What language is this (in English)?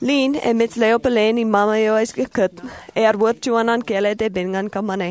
Marshallese